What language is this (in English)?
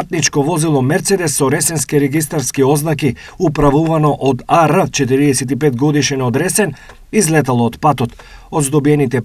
Macedonian